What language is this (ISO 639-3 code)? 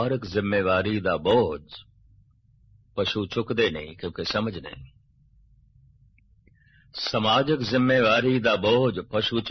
pan